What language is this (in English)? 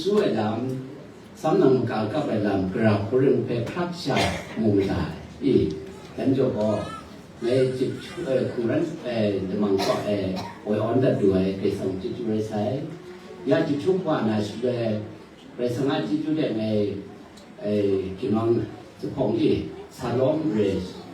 Kachin